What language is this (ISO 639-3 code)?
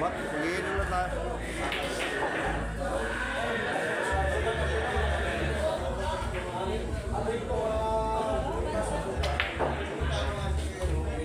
fil